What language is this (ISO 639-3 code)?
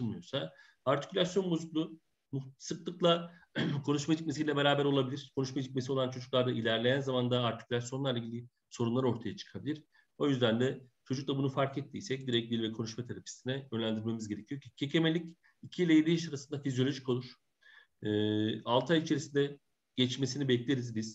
tur